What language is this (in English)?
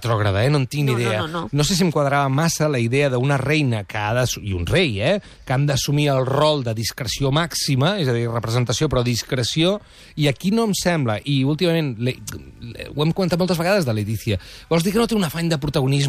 Catalan